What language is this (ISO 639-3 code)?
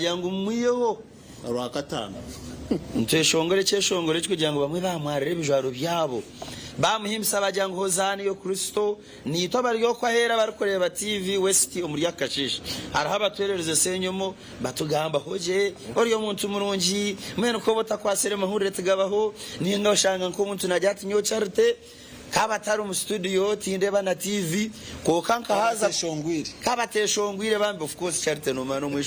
nyn